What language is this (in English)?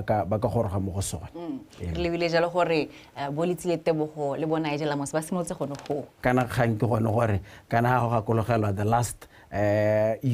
Tswana